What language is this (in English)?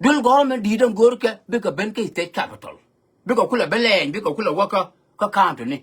Nuer